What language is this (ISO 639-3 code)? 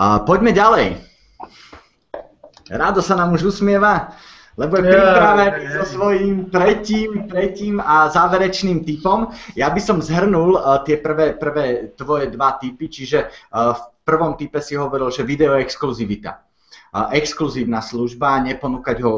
slk